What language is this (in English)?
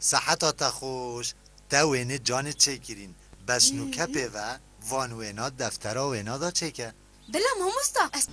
Kurdish